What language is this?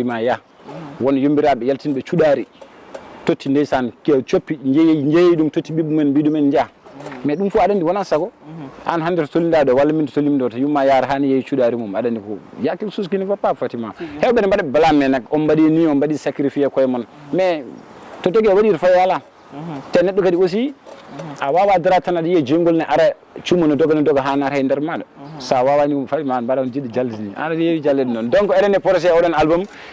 Fula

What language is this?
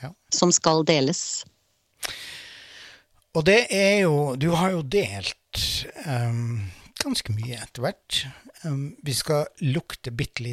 Norwegian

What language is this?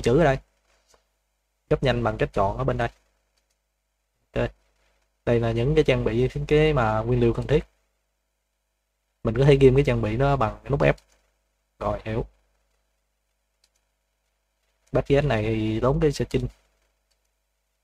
Vietnamese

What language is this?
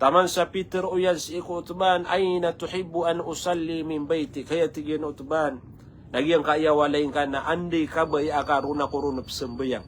Maranao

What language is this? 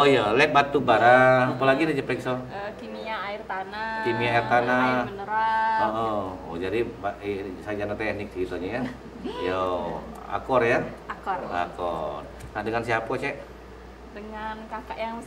Musi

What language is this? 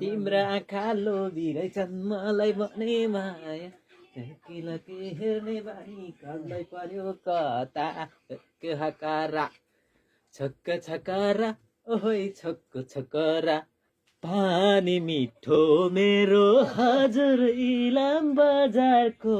Nepali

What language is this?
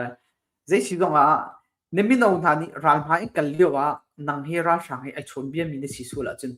Hakha Chin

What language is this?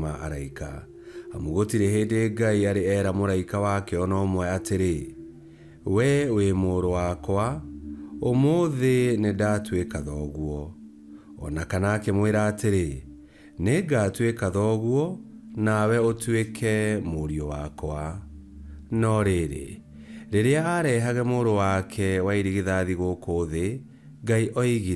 Kikuyu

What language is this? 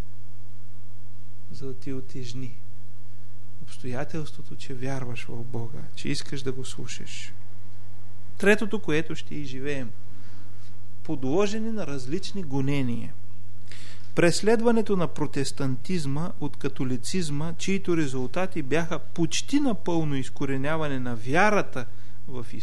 Bulgarian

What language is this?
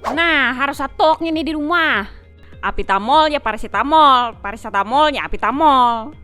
Banjar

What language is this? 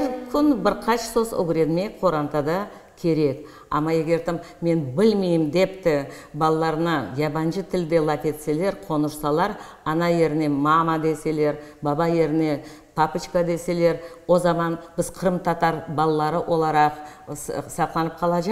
Crimean Tatar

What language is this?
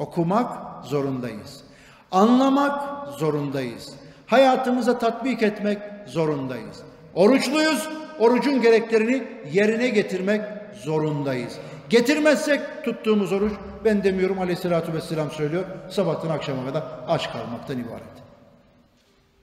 Turkish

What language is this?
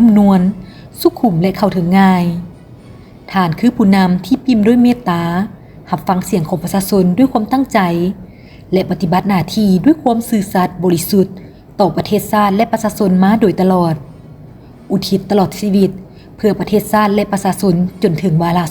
Lao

